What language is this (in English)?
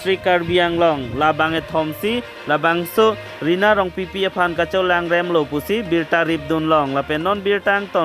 Karbi